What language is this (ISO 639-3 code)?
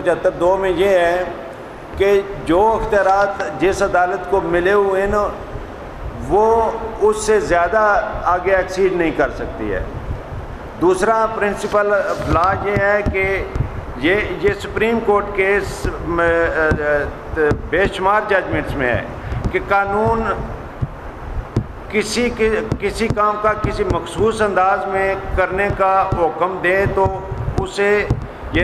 urd